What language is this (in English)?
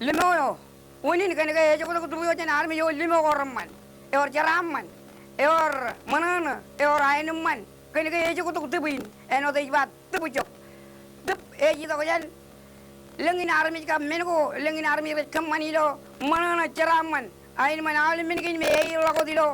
Marshallese